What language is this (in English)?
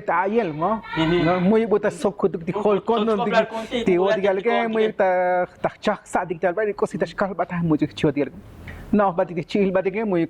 Tzotzil